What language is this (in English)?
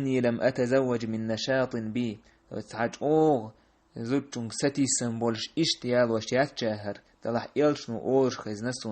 Chechen